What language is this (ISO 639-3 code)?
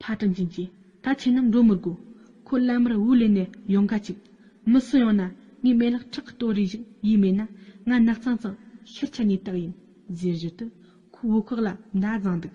bod